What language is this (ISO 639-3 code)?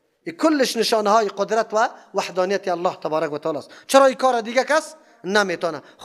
fas